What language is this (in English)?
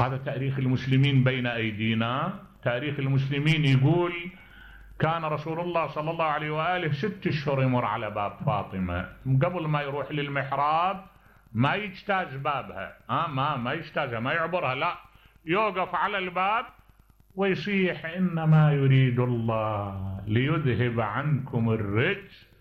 Mesopotamian Arabic